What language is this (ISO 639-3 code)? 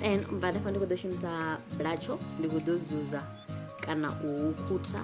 ven